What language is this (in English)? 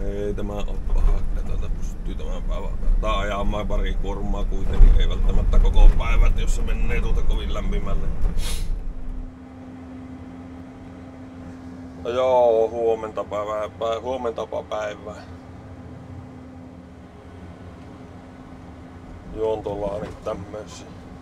Finnish